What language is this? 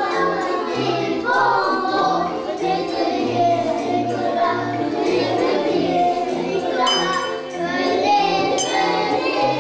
French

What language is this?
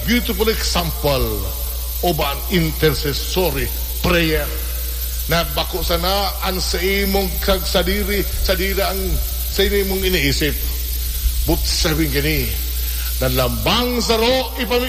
Bikol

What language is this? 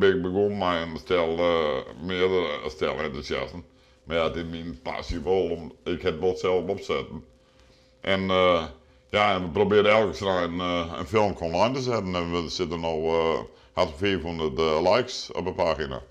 Western Frisian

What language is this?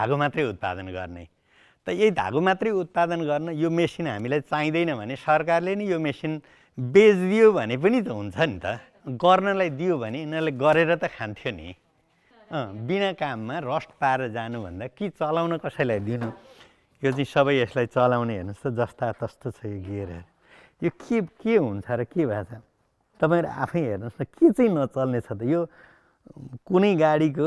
Nepali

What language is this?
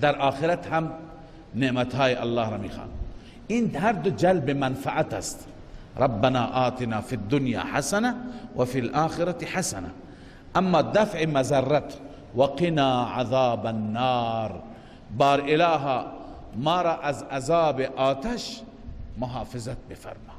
Persian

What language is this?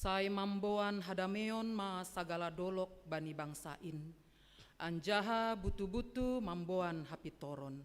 Batak Simalungun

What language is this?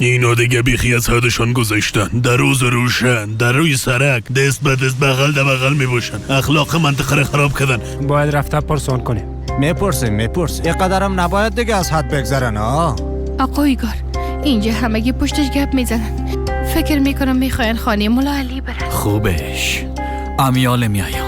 Persian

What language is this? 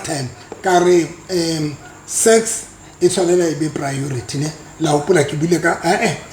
Southern Sotho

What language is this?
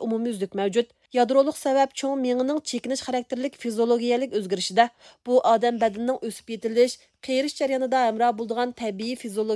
Uyghur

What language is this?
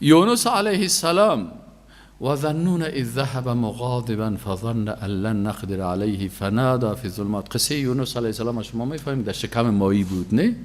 Persian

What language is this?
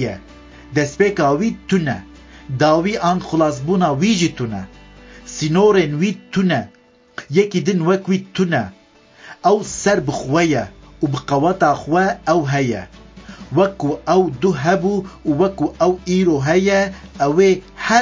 Kurdish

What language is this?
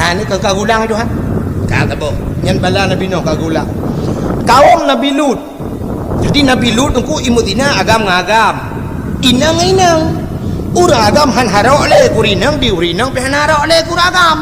Achinese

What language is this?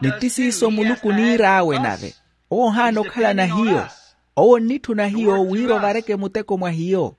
Makhuwa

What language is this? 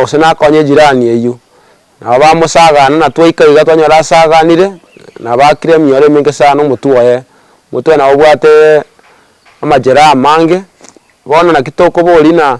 Gusii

